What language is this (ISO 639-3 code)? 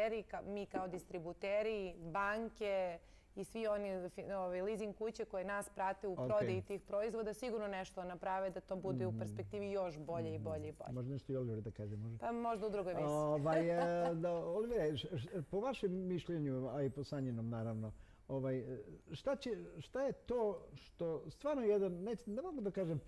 srp